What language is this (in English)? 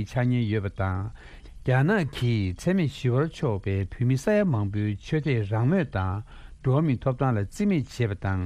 Tibetan